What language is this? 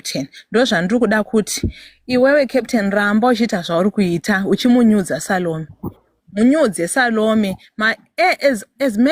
Shona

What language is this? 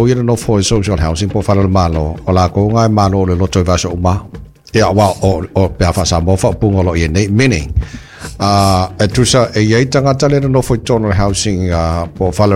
Samoan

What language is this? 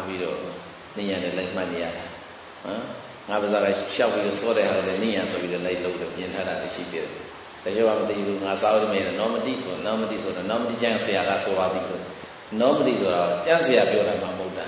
Burmese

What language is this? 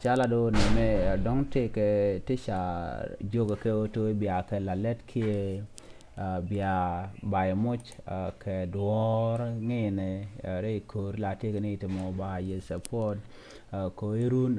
Nuer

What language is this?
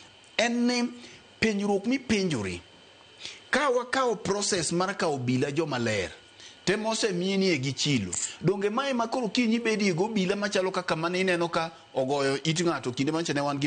Luo (Kenya and Tanzania)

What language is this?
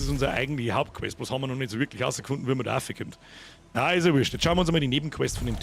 Bavarian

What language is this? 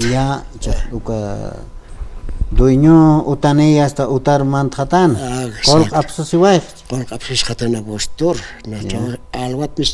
Aymara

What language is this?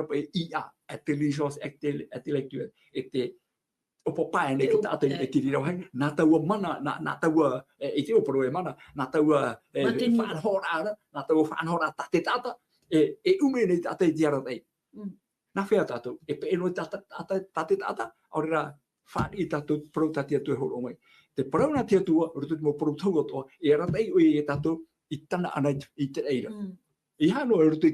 Tahitian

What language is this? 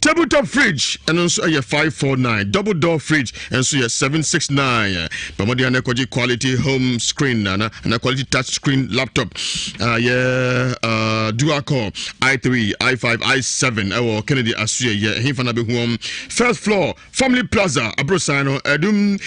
Akan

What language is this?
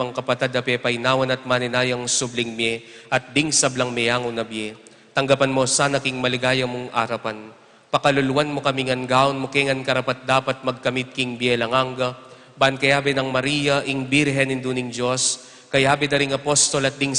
Pampanga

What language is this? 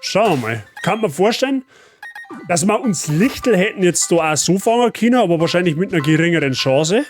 Bavarian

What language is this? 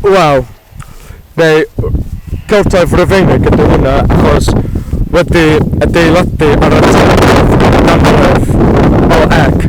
Welsh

